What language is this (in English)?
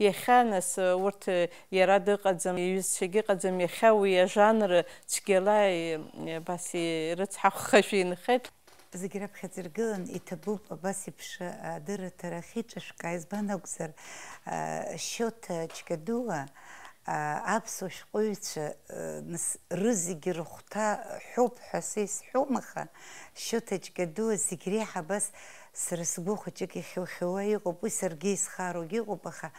Abkhazian